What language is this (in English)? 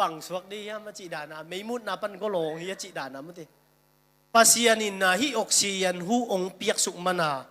Tedim Chin